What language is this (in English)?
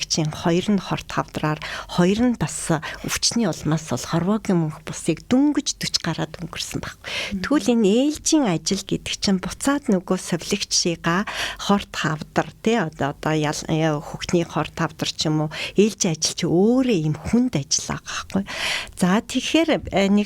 Mongolian